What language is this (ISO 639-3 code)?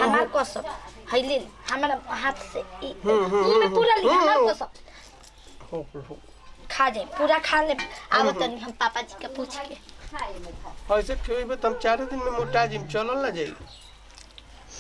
bho